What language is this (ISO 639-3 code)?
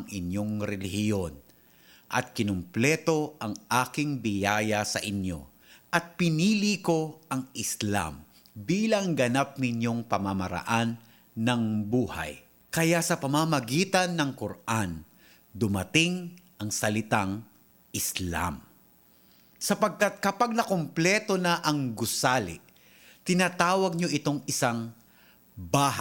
fil